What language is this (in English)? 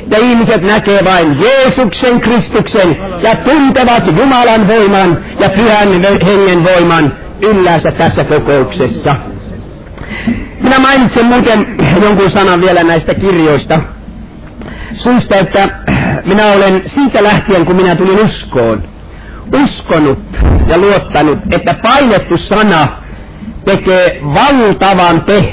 Finnish